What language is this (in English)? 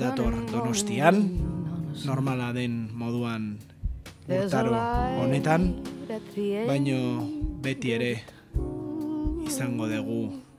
Basque